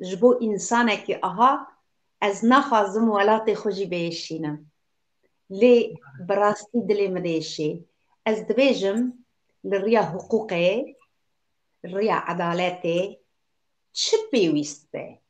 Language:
Kurdish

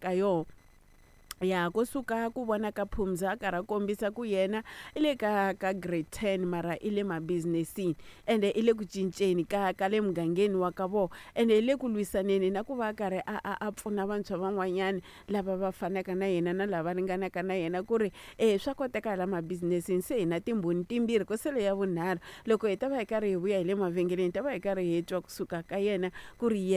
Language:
Tsonga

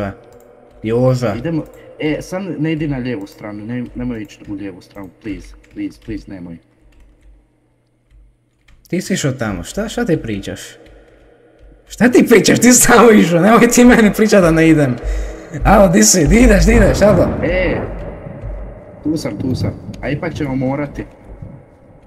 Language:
Croatian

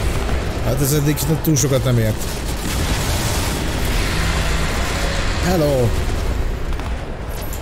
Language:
Hungarian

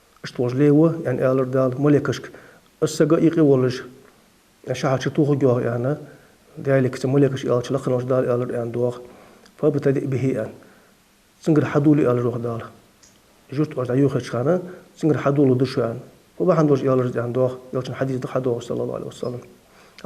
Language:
Ingush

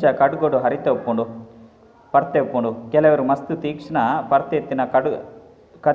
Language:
Tulu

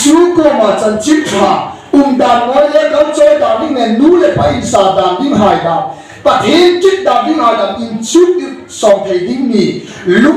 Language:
Hmar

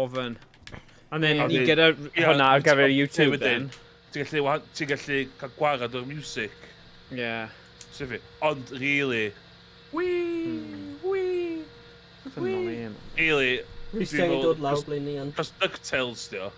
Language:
Welsh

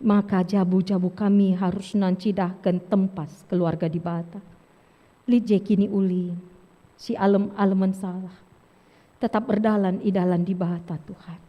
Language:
Batak Karo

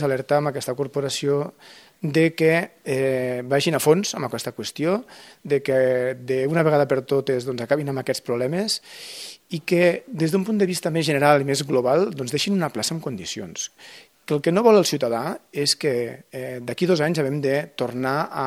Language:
Catalan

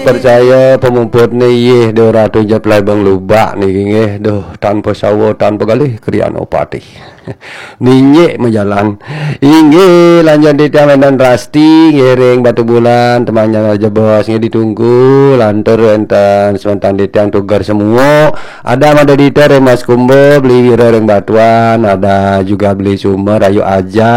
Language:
Balinese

